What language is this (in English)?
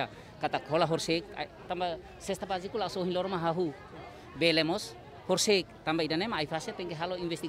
Tetum